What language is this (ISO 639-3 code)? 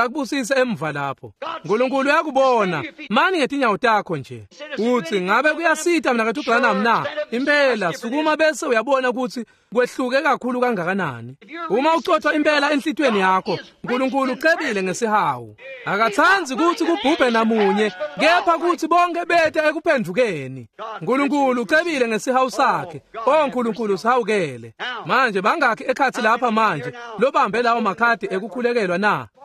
ssw